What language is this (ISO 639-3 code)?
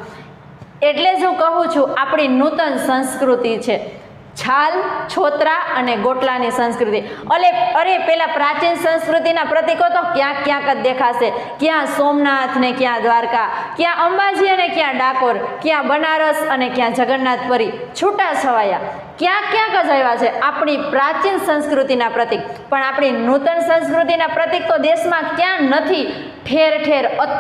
guj